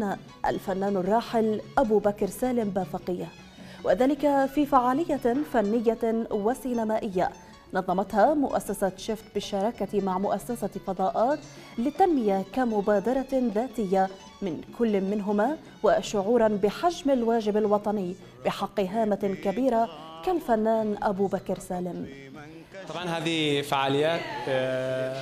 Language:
Arabic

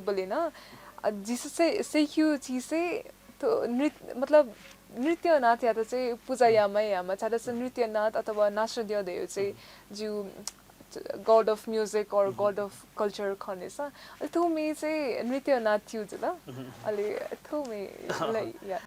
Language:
Newari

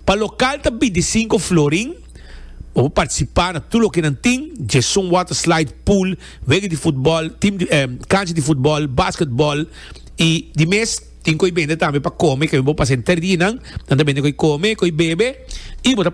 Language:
Papiamento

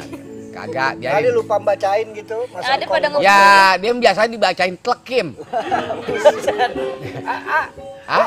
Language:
Betawi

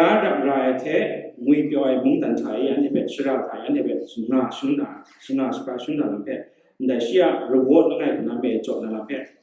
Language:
Kachin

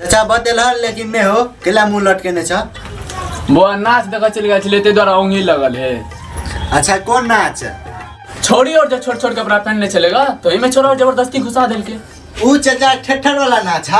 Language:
Maithili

